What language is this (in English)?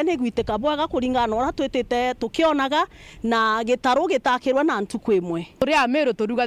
Meru